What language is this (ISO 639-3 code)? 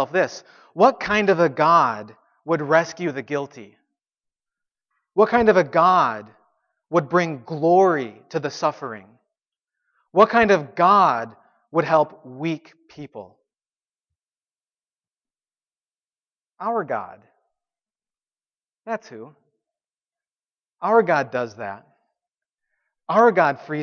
eng